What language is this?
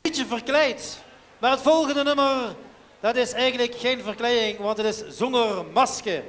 Limburgish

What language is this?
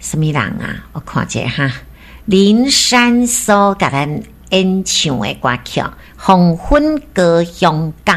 Min Nan Chinese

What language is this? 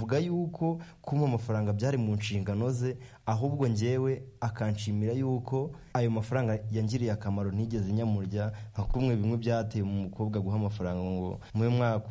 Kinyarwanda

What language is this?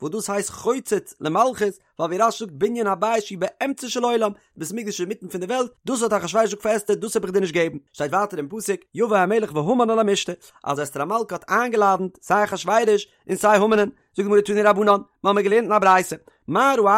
Yiddish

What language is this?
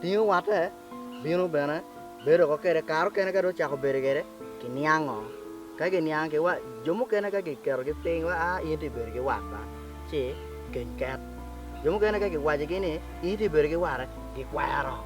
Acoli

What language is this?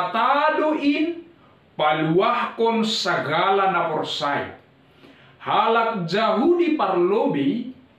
Batak Simalungun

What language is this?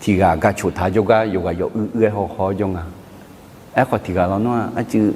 Akha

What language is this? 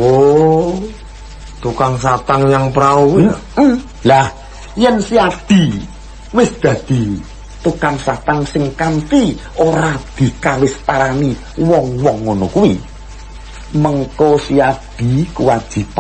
Javanese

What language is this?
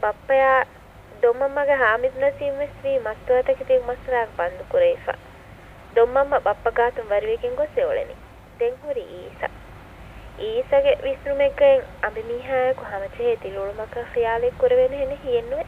Divehi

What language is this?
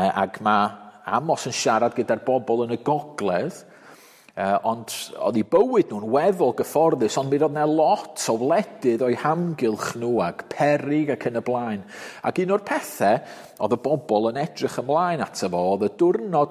Welsh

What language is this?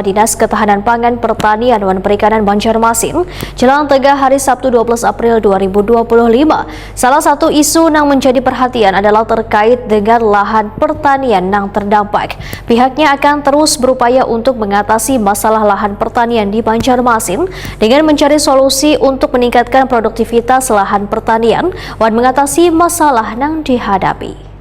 Banjar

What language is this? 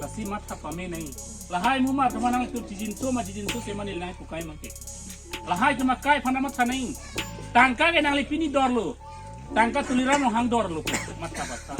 Karbi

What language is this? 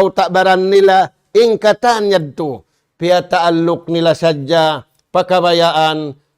Tausug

